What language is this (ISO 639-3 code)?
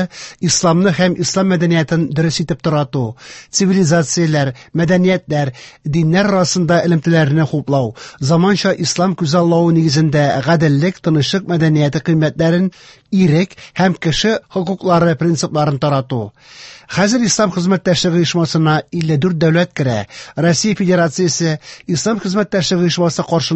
tat